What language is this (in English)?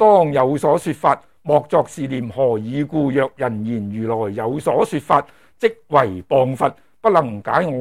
Cantonese